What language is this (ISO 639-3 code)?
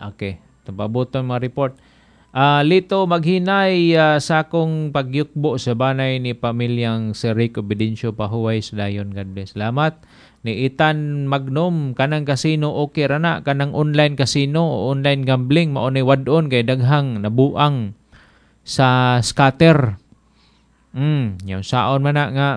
ceb